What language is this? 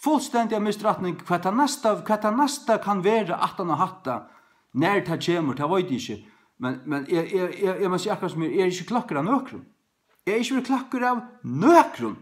Faroese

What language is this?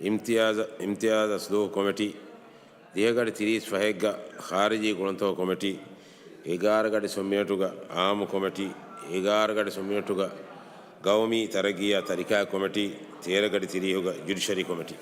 Divehi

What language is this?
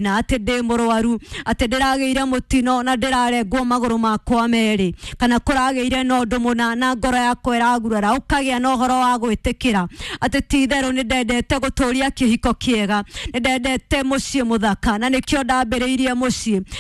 Kikuyu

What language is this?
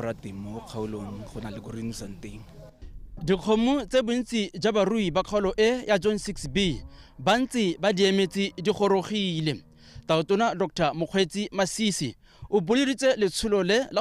Tswana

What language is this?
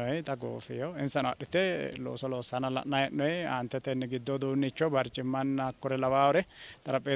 Sidamo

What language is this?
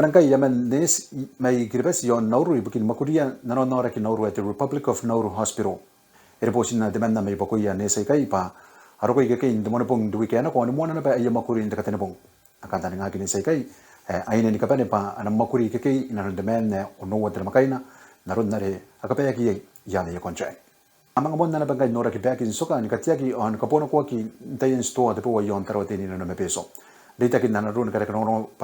Gilbertese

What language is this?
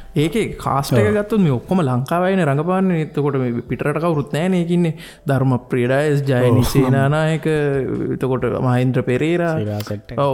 Sinhala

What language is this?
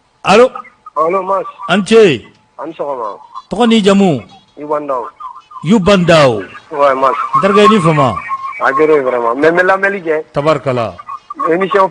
Bambara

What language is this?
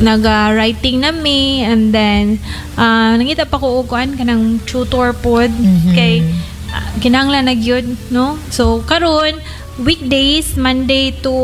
Cebuano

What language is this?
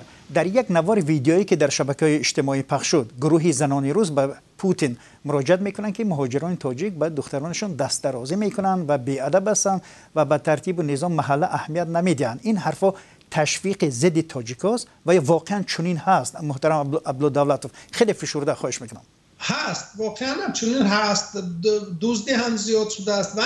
Persian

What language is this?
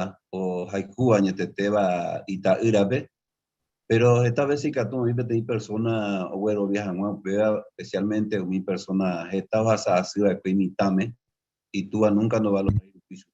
Guarani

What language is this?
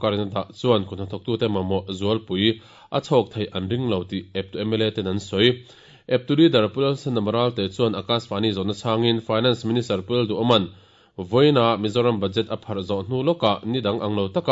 Mizo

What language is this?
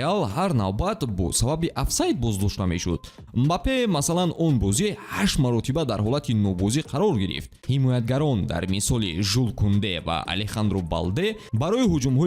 Tajik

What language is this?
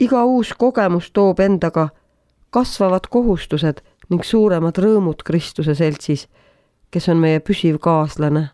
Estonian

